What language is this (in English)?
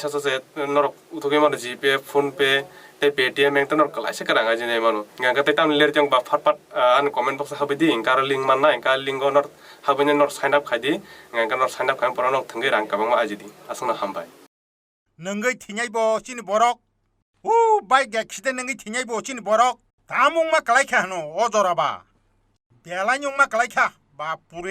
Kok Borok